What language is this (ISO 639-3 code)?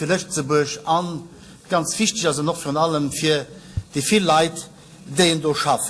ltz